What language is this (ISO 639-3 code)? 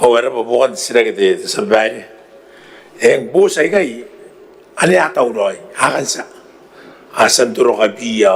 gil